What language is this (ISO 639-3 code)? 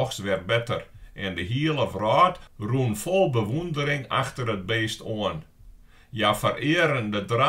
fry